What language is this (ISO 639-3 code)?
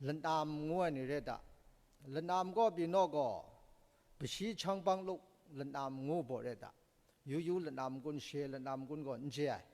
kac